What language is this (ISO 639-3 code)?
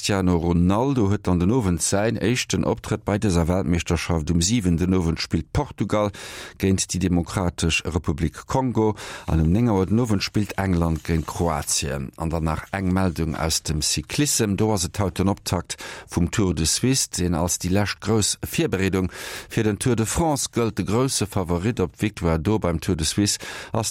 ltz